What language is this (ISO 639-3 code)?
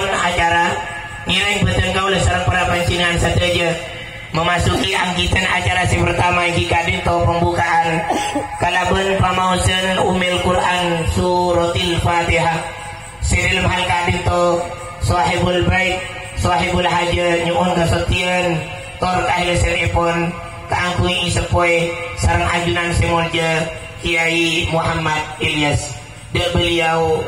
mad